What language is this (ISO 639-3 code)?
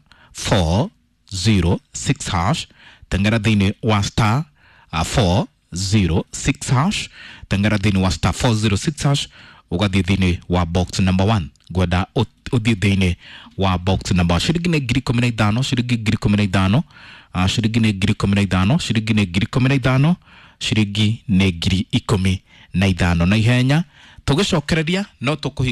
kik